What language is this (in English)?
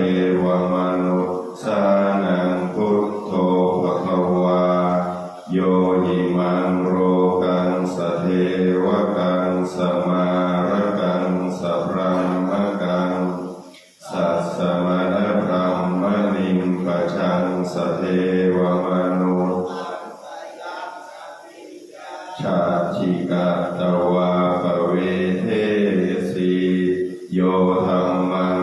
Pali